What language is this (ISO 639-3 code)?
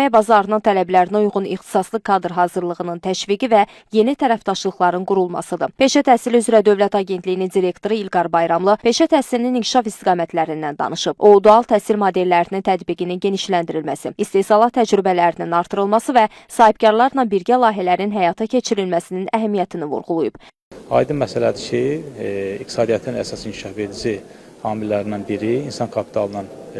aze